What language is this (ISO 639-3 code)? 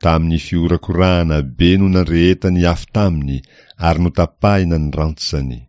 mlg